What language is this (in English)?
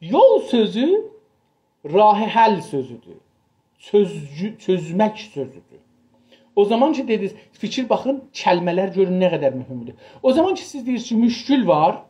South Azerbaijani